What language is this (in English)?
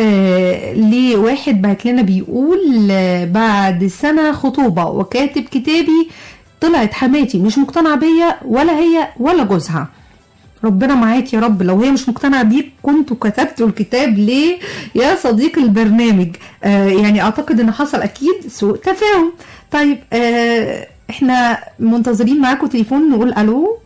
Egyptian Arabic